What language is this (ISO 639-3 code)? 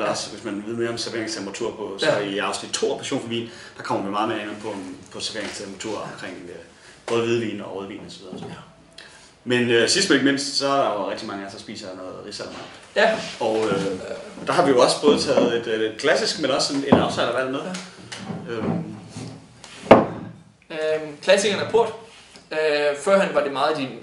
dan